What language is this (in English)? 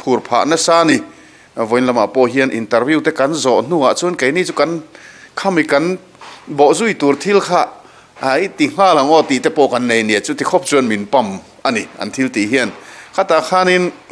Mizo